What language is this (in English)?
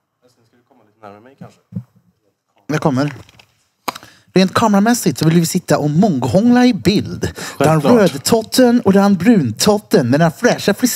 Swedish